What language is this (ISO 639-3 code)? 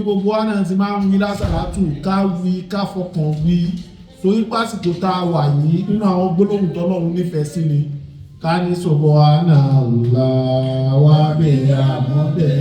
yor